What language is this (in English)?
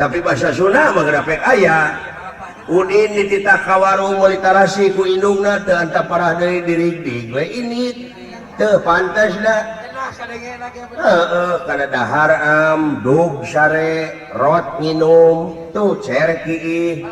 Sundanese